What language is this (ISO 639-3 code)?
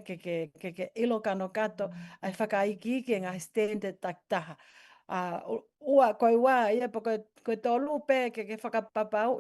ton